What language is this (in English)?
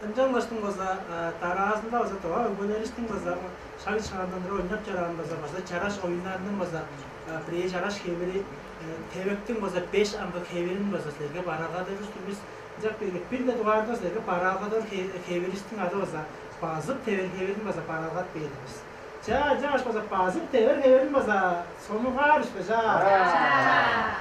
Tuvinian